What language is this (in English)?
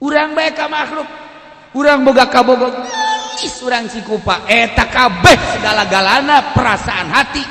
Sundanese